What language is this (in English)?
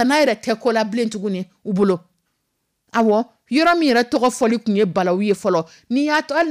Dyula